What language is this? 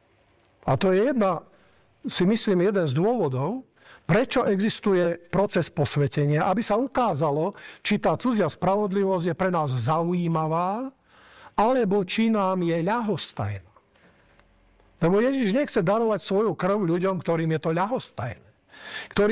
Slovak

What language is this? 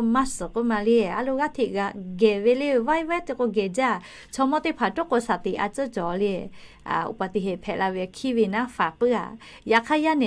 Lahu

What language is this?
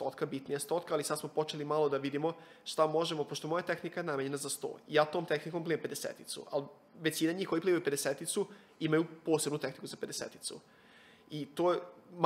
Serbian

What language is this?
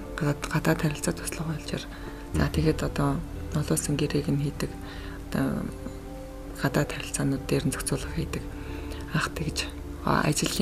Mongolian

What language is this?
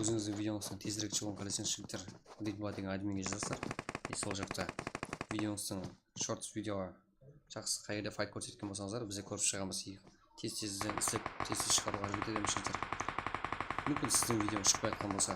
Kara-Kalpak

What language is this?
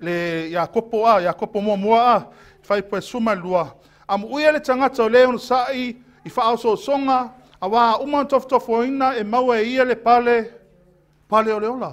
Samoan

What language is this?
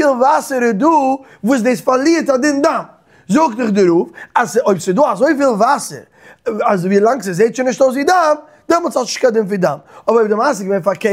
Yiddish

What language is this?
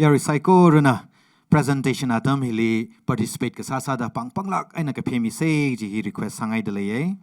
Tangkhul Naga (India)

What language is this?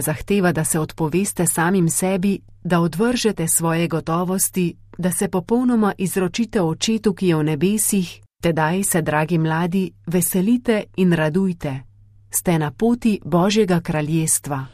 Slovenian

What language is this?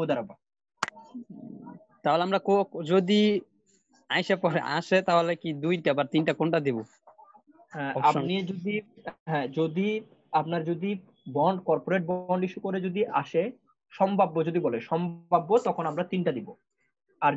Bangla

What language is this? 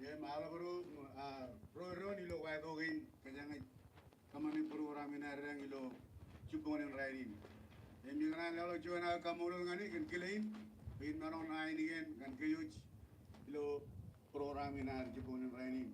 Marshallese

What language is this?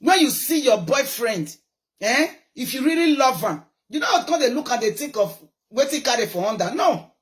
Nigerian Pidgin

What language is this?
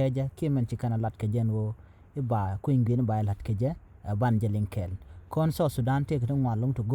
Nuer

